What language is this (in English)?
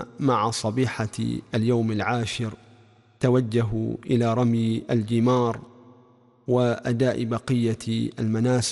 Arabic